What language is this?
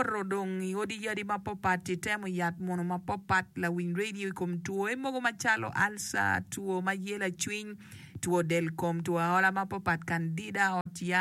Acoli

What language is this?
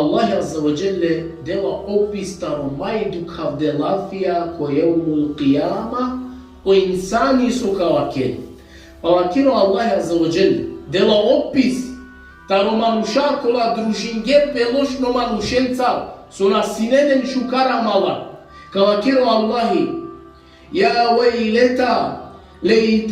Balkan Romani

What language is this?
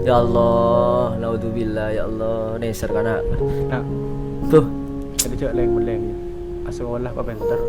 Madurese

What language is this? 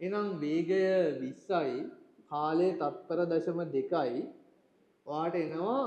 Sinhala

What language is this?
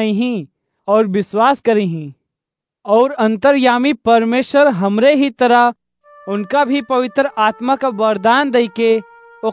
Awadhi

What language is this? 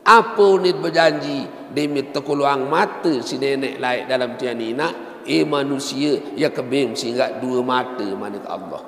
Sasak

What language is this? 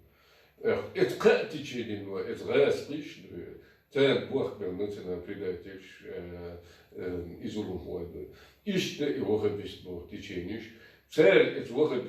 Chechen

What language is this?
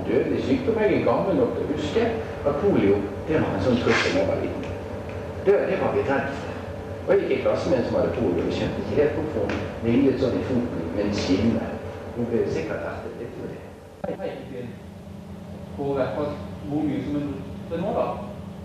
Norwegian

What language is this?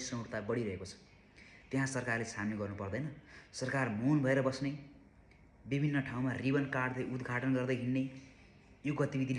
Nepali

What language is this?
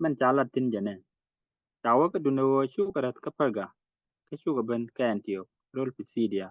Nuer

